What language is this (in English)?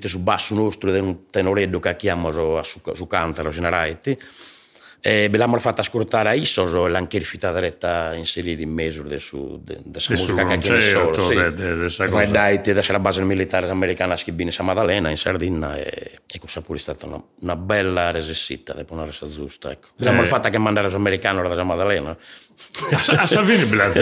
Sardinian